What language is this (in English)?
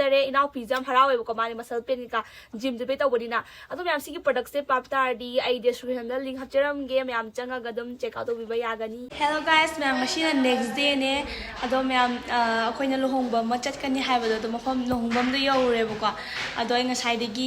Manipuri